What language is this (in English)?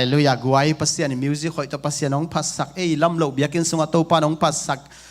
Tedim Chin